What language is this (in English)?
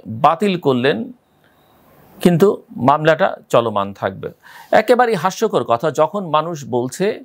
Bangla